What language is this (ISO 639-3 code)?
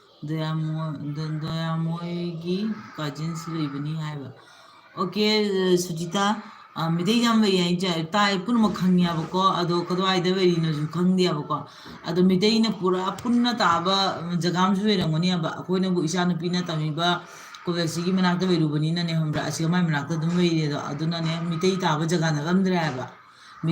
mni